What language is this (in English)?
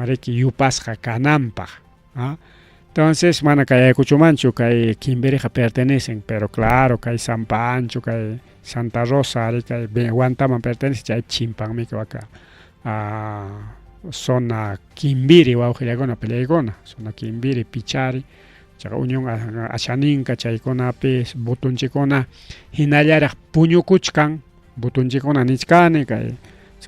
Ayacucho Quechua